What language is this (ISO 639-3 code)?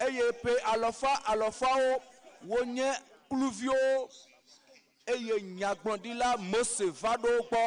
ewe